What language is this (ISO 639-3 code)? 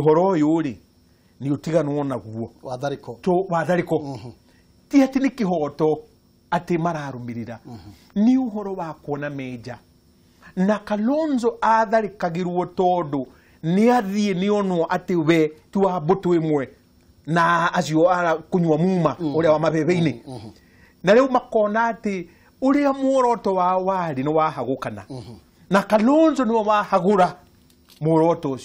kik